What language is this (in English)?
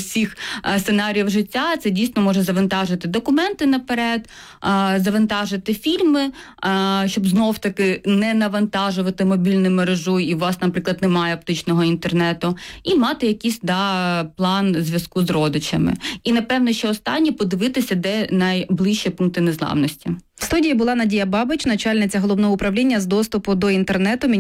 Ukrainian